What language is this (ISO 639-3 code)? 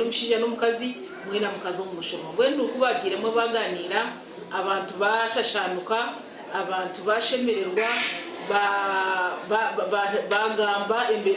nyn